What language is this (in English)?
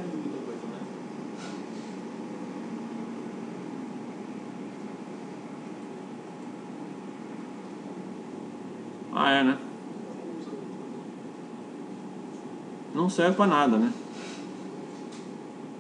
Portuguese